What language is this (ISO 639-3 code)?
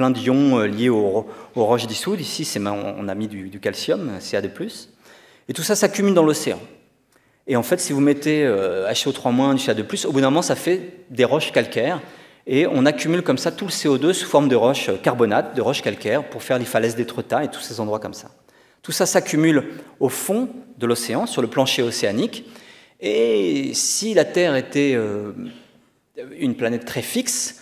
fra